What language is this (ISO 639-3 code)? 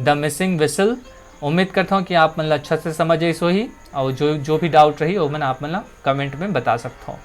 hne